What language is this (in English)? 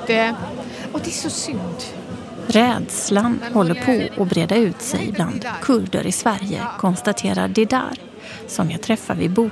Swedish